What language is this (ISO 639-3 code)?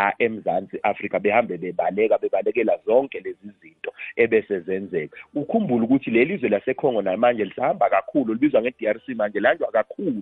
zul